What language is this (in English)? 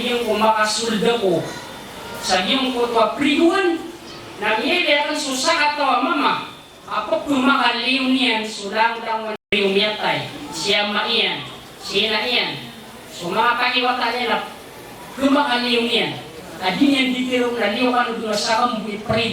Maranao